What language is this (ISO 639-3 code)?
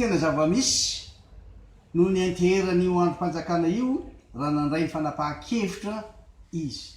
mlg